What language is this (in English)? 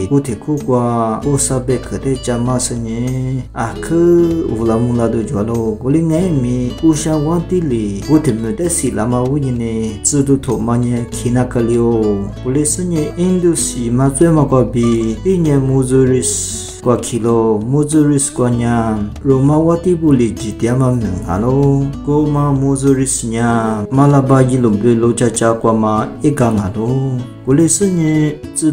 Lisu